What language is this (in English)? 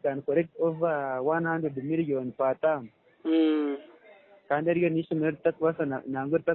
Nyankole